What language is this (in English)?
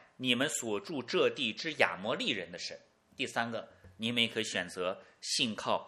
Chinese